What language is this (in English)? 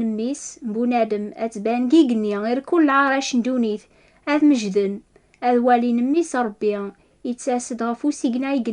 Kabyle